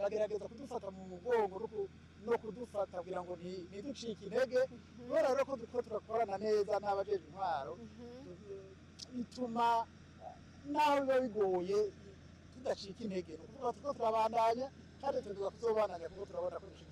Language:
Rundi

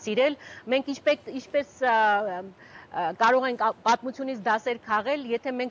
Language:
Armenian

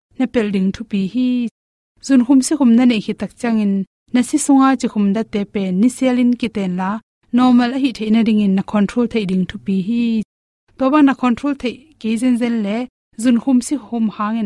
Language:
Tedim Chin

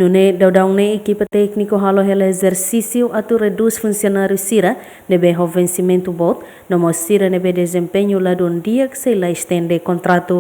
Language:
Tetum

